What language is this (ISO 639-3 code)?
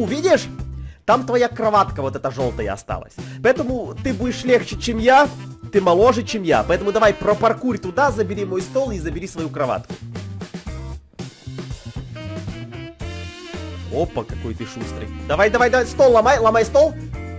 rus